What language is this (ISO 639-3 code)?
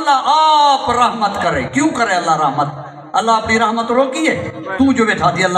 skr